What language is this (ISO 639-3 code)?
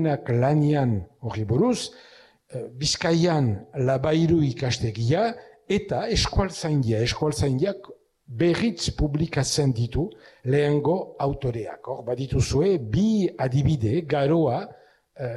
eus